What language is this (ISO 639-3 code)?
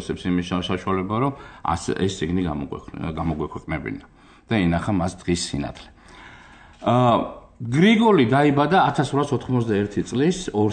kat